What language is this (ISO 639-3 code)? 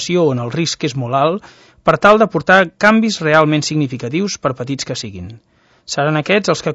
cat